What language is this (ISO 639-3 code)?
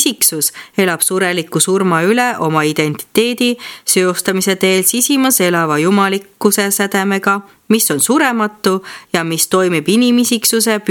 est